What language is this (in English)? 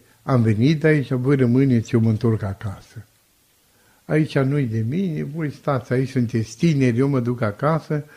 Romanian